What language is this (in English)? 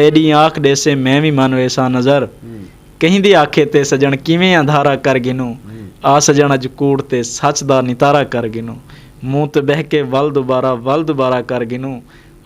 Saraiki